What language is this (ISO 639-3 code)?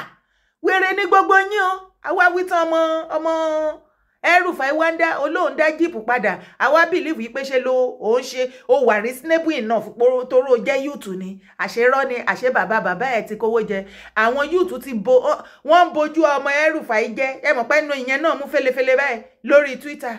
yor